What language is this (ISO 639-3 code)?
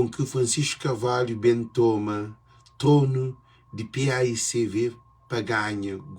kea